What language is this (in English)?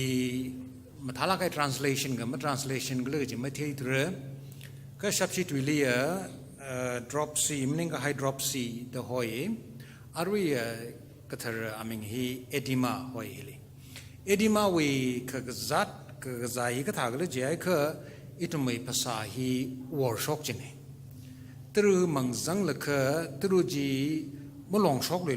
Tangkhul Naga (India)